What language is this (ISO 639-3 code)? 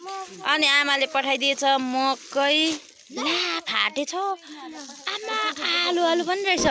nep